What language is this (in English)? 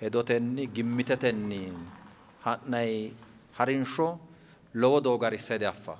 Sidamo